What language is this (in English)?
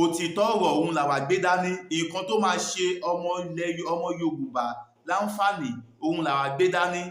Yoruba